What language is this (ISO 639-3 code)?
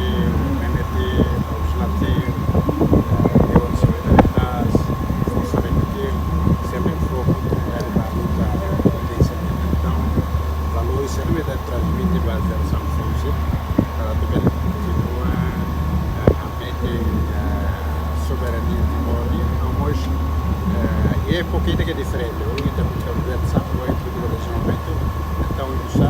tet